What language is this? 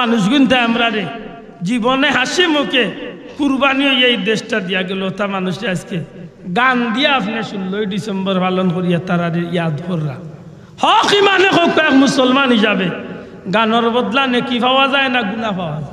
Sylheti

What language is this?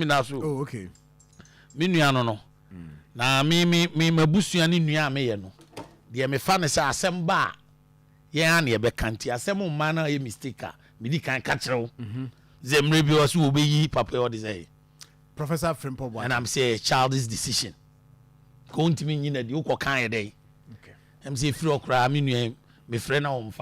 Akan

